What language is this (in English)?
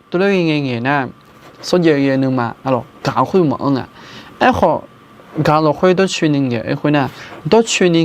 Akha